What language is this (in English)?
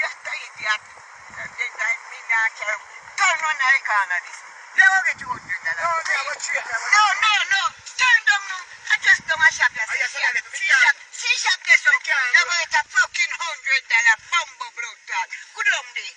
Jamaican Creole English